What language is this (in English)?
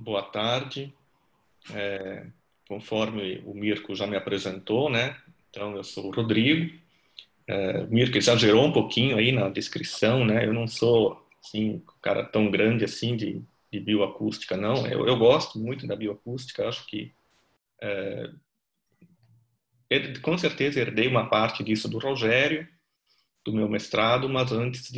Portuguese